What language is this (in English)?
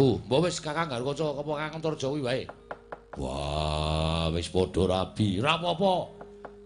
Javanese